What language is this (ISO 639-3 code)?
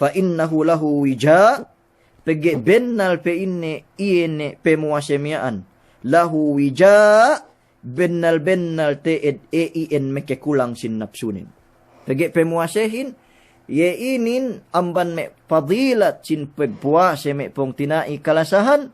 yka